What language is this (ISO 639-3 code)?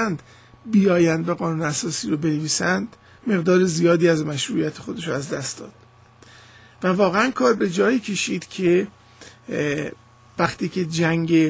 fas